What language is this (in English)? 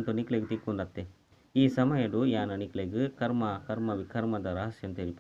Tulu